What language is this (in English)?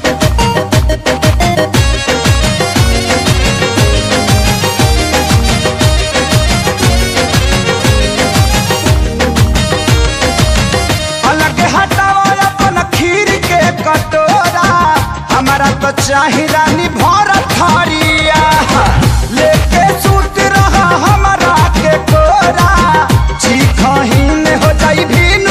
Bhojpuri